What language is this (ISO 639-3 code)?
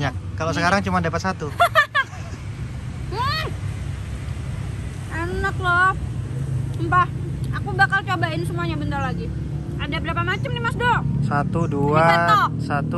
ind